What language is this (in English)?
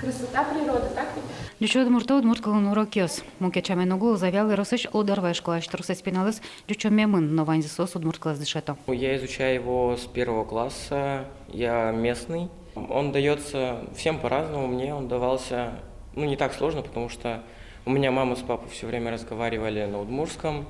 Udmurt